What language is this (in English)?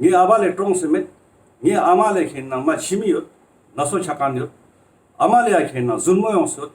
Ladakhi